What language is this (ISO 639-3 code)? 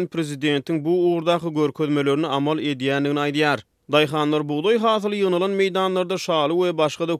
tuk